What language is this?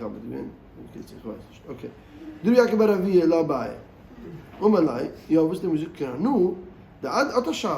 Yiddish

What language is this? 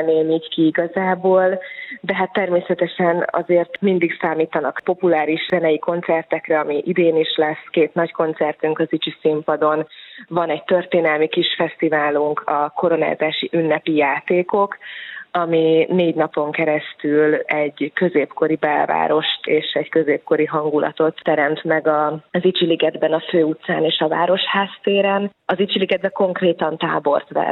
Hungarian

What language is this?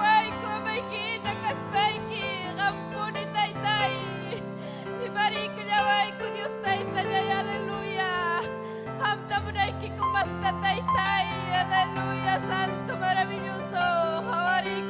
Ayacucho Quechua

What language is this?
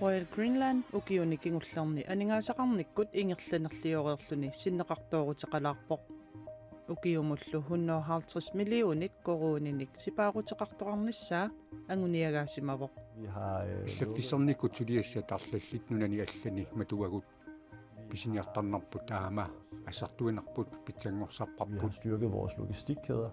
Kalaallisut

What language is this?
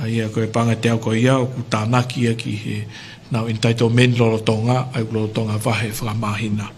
Tongan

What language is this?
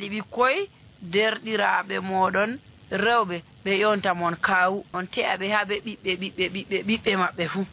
Nigerian Fulfulde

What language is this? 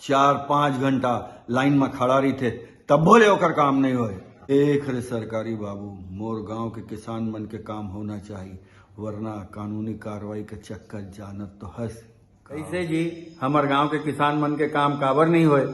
Chhattisgarhi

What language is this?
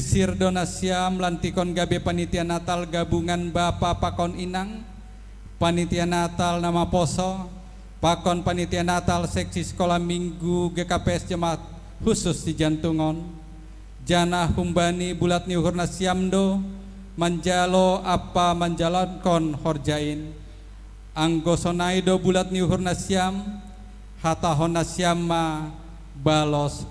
Batak Simalungun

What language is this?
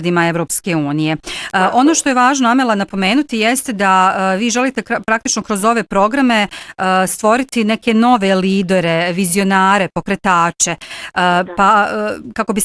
Bosnian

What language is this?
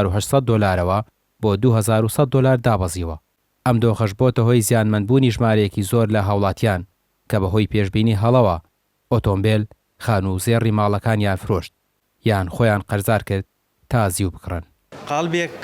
Central Kurdish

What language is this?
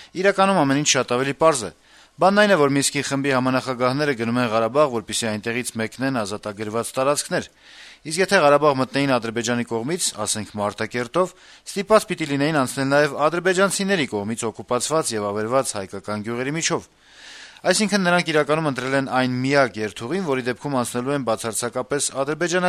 Armenian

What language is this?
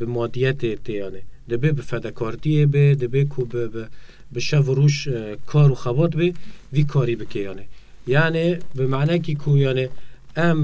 Kurdish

